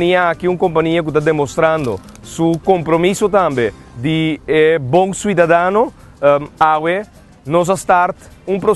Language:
Papiamento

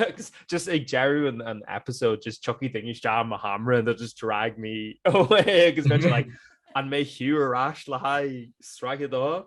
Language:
Irish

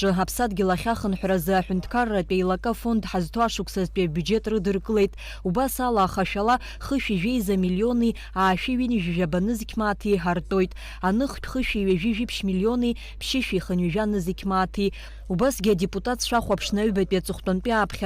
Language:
Abkhazian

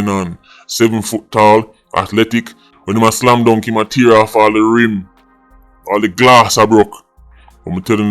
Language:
Jamaican Creole English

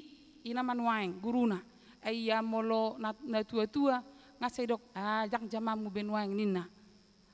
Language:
Batak Toba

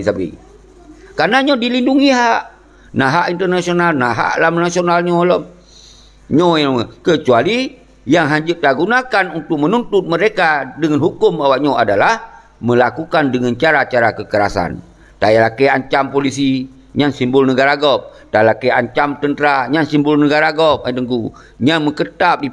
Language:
Achinese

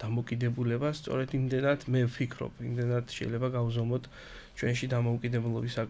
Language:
Georgian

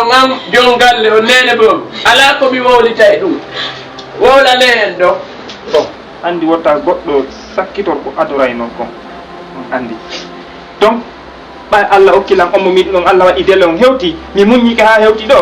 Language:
Fula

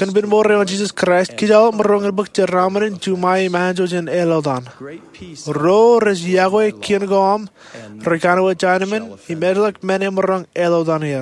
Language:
Marshallese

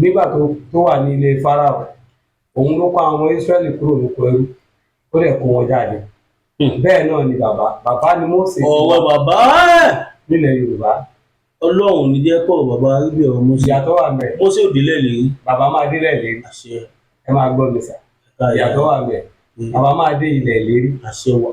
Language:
Yoruba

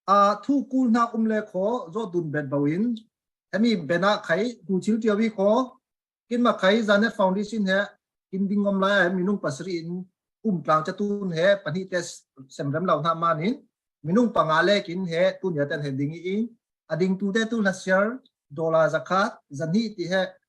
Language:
Falam Chin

